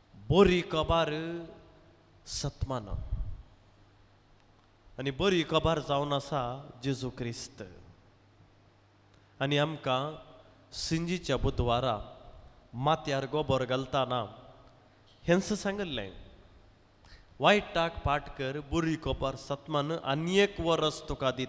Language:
Konkani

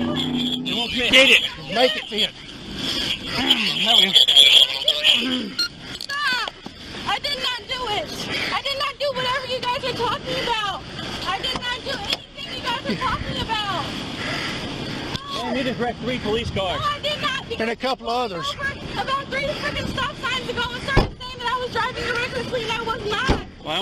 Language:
English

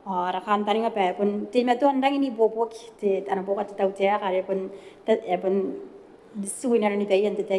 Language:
Gilbertese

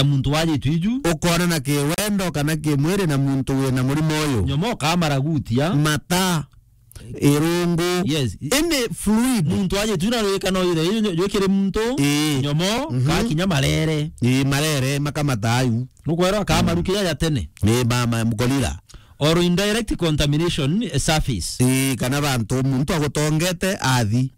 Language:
Meru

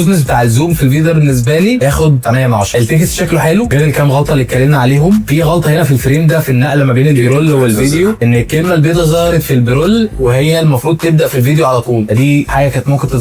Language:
Egyptian Arabic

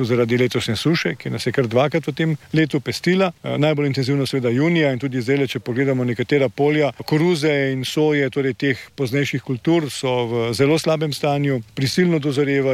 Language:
Slovenian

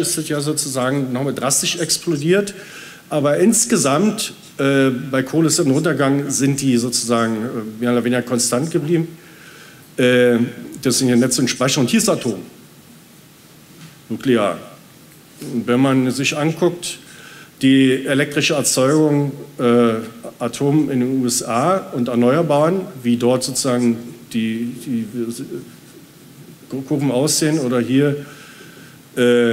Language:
German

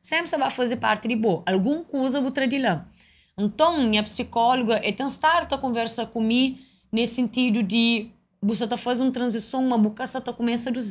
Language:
Kabuverdianu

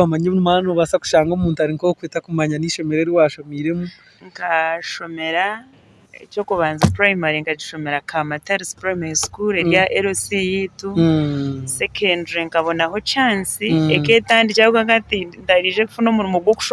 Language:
Nyankole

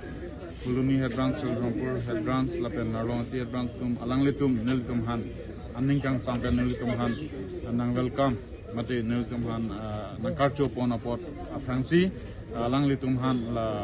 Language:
Karbi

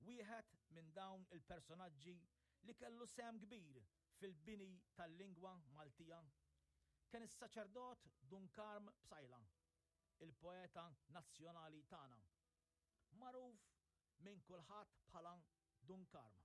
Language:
Maltese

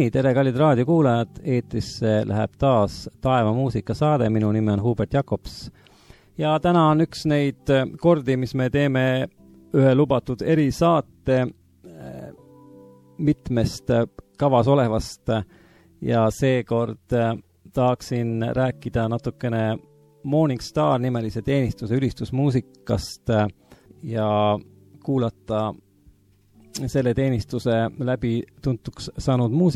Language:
Estonian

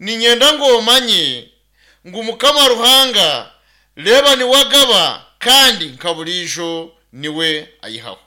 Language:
Nyankole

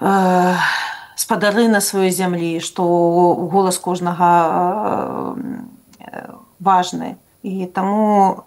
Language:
Belarusian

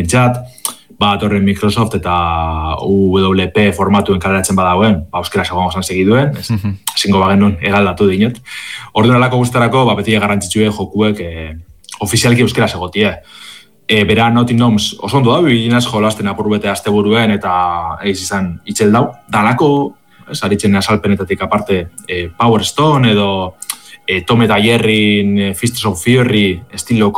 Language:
Basque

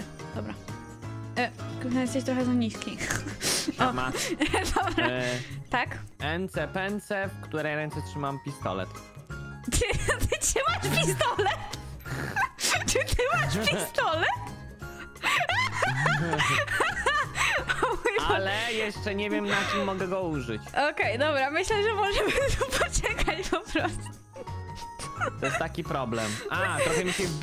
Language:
Polish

